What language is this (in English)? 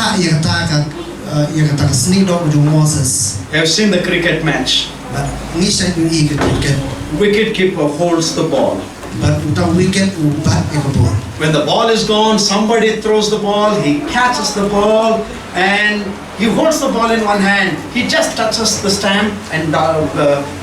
Khasi